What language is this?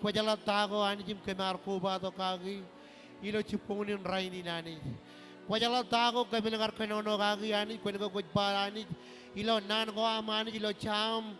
Marshallese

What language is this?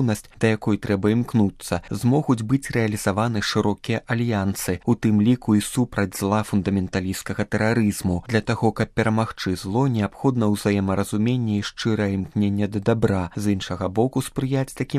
Belarusian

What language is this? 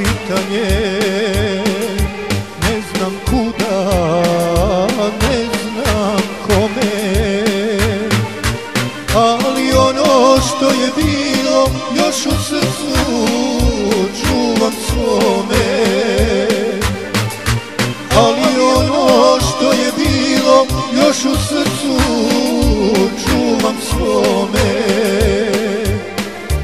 Croatian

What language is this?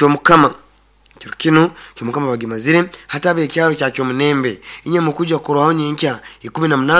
Nyoro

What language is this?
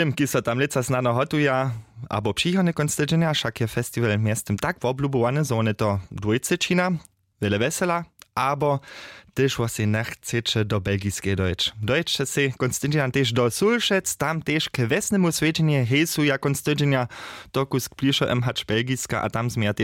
Upper Sorbian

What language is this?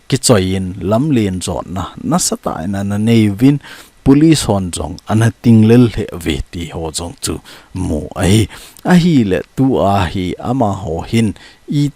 Thado Chin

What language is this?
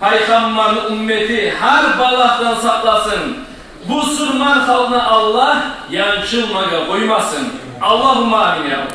Kumyk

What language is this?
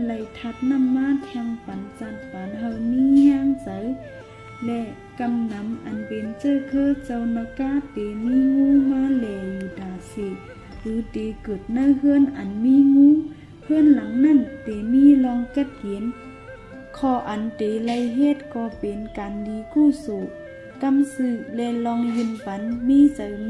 Shan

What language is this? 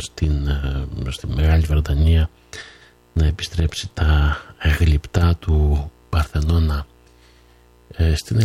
Greek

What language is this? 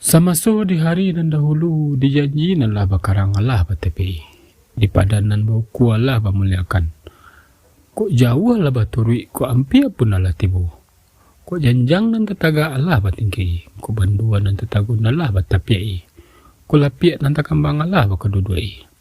Minangkabau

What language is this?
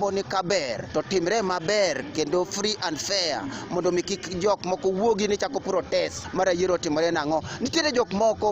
Luo (Kenya and Tanzania)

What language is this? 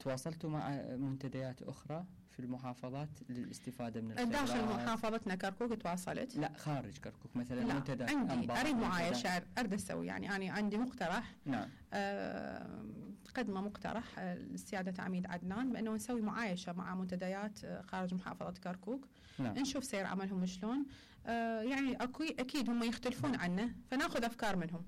Mesopotamian Arabic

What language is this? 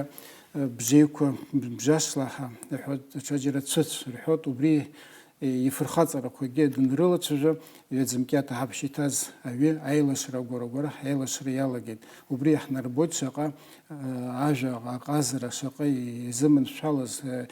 Abkhazian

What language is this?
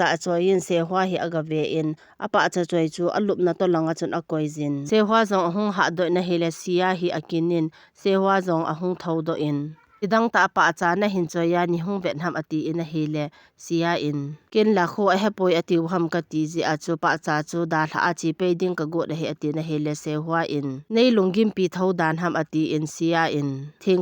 Thado Chin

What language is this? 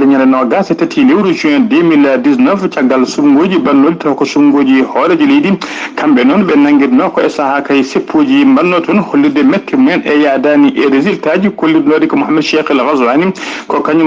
Fula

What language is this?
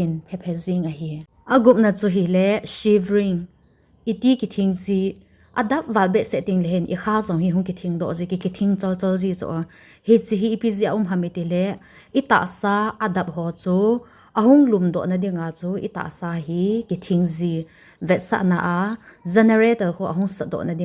Thado Chin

